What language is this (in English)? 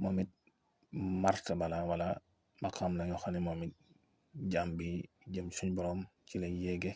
Wolof